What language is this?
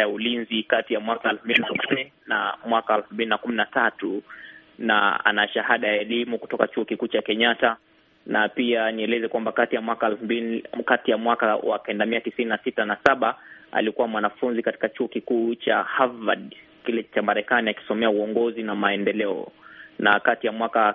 Swahili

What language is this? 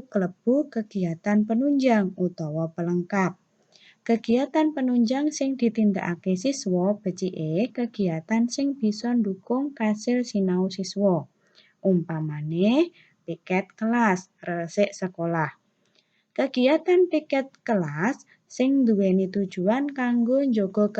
Javanese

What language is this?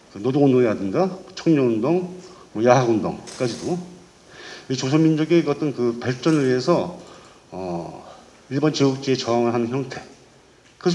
Korean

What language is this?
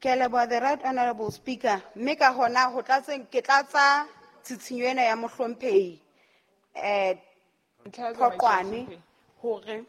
Southern Sotho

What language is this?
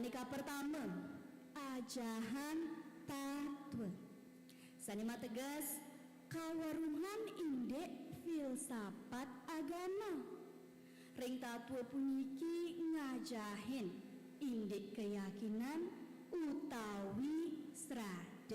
Balinese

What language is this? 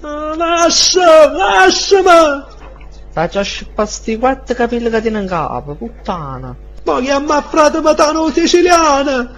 Neapolitan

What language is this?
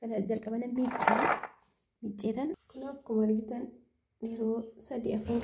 Oromo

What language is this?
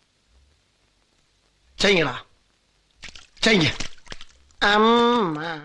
Tamil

